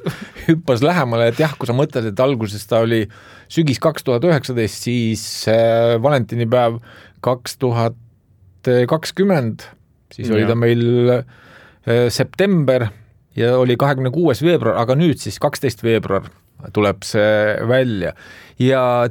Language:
Estonian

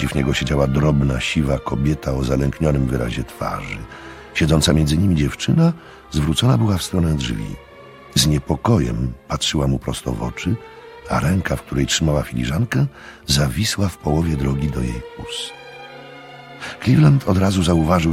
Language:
Polish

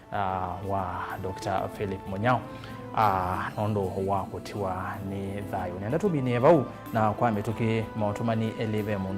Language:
Kamba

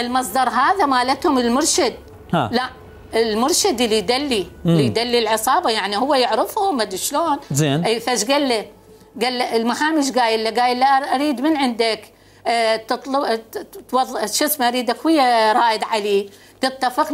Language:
Mesopotamian Arabic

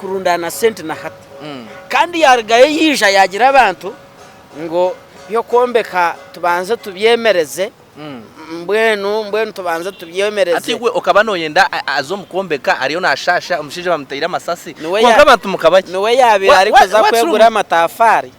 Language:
Nyankole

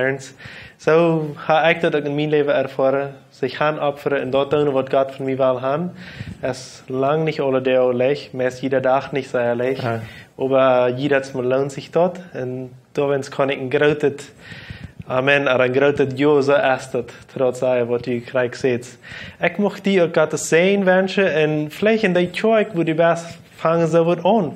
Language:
Plautdietsch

